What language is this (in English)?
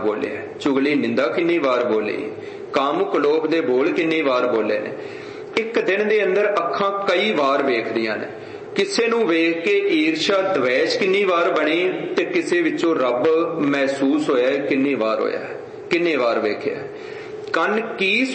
Punjabi